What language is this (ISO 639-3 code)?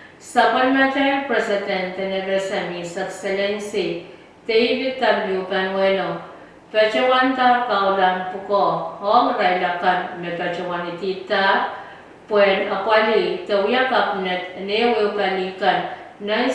pon